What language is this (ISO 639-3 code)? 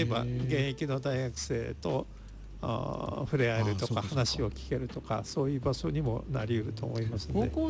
jpn